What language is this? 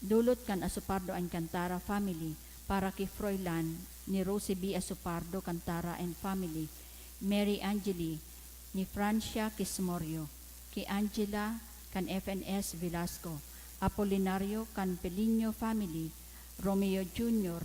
Bikol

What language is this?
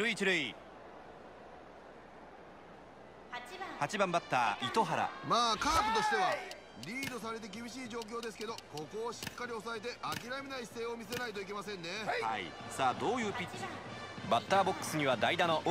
Japanese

